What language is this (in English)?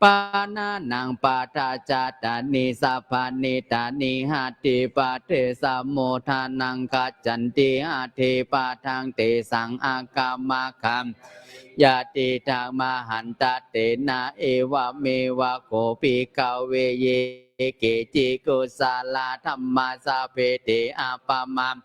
Pali